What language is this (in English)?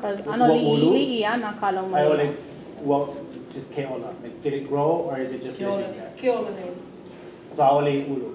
Hawaiian